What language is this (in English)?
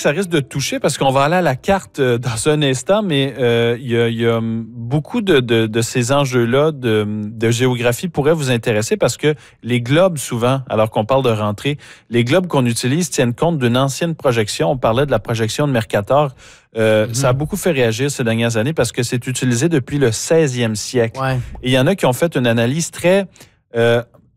French